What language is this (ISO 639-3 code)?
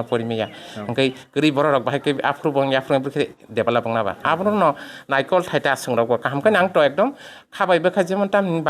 trp